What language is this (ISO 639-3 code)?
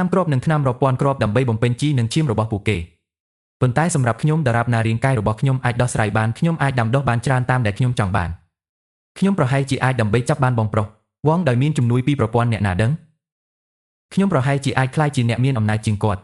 khm